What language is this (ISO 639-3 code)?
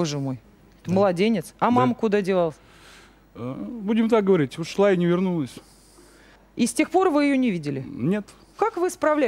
rus